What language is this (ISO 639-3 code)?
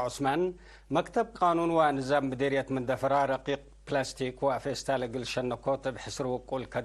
tig